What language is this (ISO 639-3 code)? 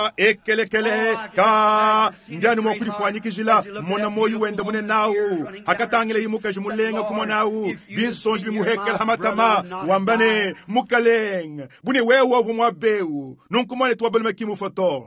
lua